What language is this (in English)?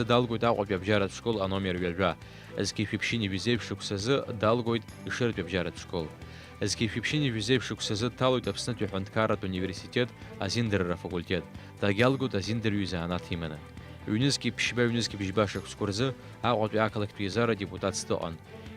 Abkhazian